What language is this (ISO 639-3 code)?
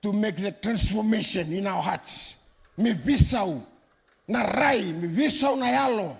fij